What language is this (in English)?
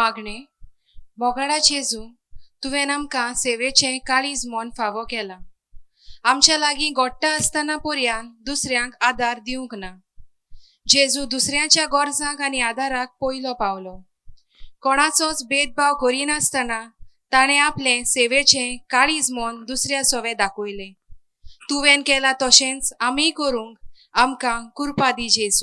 Konkani